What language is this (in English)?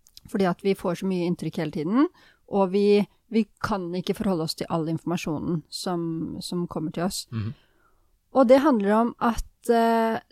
Norwegian